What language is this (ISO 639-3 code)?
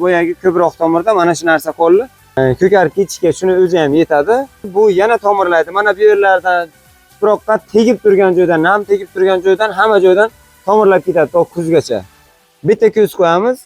uzb